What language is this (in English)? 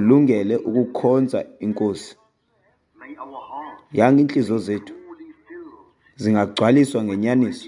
Xhosa